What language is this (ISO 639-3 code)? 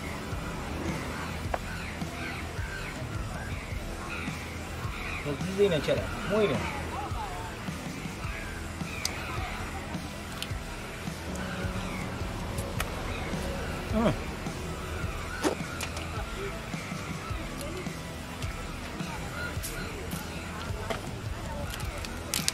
mya